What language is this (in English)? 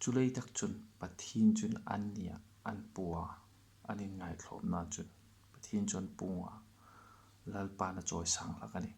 Hmar